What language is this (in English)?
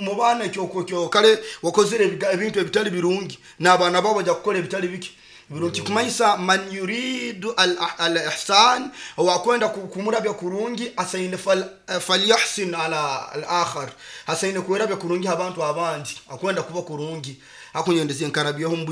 Nyoro